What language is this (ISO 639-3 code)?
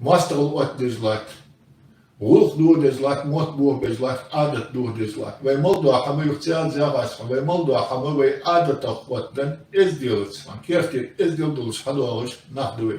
inh